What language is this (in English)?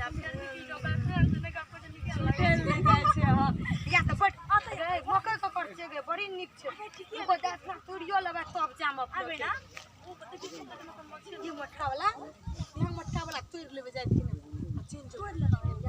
Maithili